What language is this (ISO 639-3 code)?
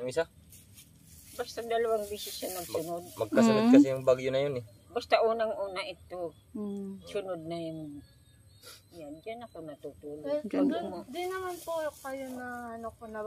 fil